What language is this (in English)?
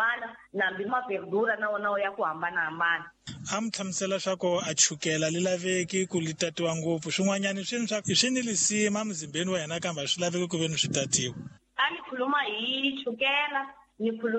Tsonga